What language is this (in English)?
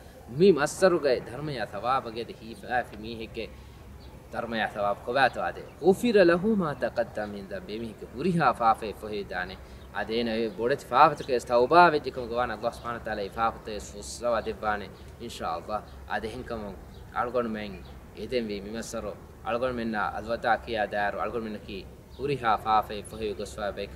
Divehi